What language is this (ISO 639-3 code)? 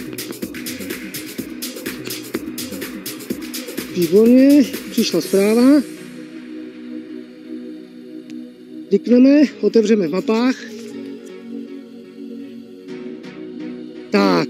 ces